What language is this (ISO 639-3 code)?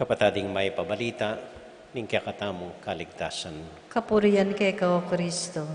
pam